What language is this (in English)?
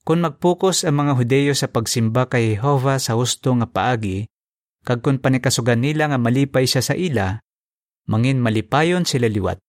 Hiligaynon